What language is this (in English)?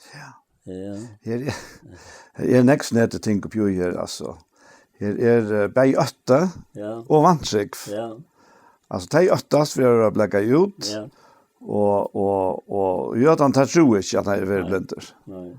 Faroese